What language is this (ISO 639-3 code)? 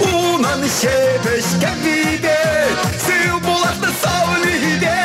chv